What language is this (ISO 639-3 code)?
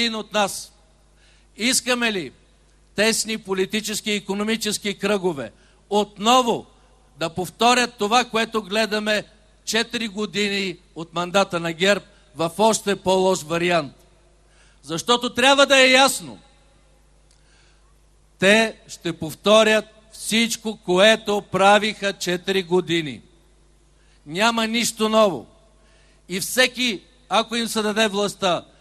bul